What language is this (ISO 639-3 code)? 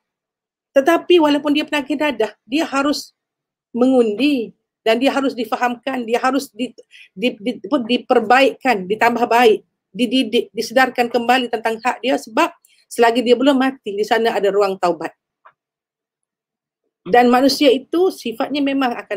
msa